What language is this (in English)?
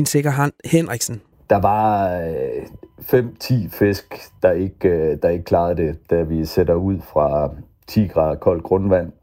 Danish